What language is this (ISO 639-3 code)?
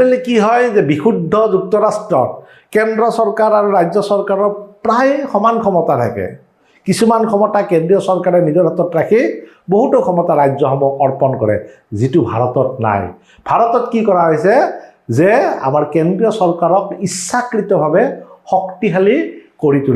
asm